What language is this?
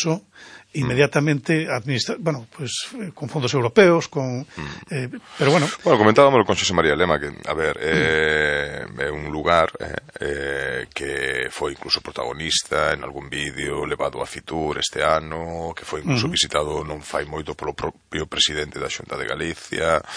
Galician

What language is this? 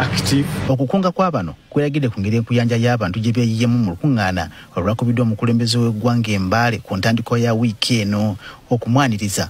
Ganda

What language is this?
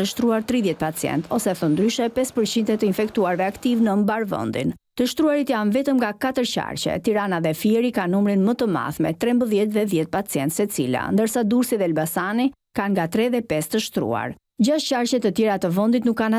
Albanian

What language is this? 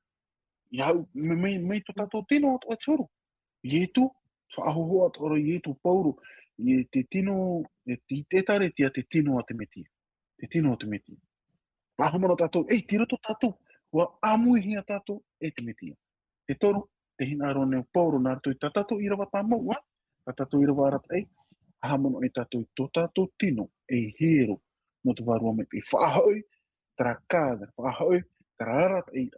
Tahitian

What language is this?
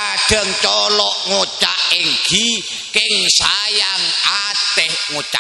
Madurese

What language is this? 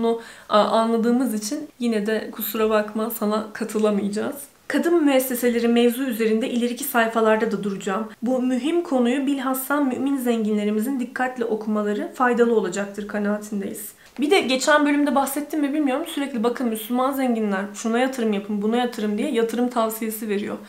Turkish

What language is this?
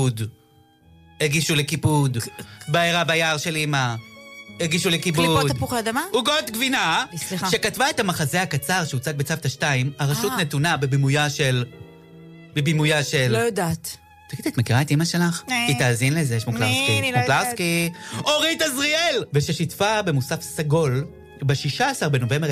Hebrew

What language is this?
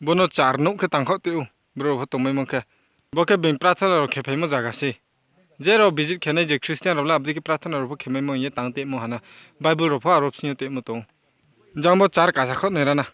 Riang (India)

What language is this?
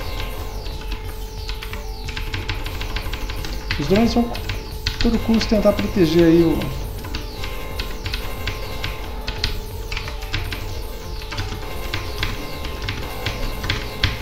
Portuguese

